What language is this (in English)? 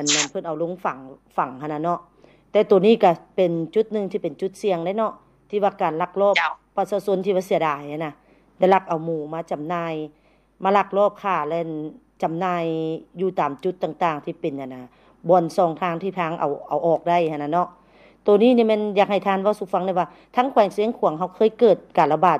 Lao